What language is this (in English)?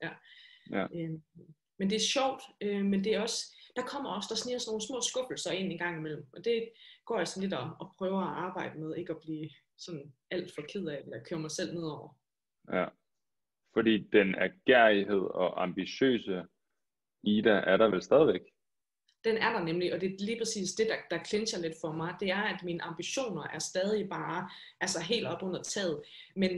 Danish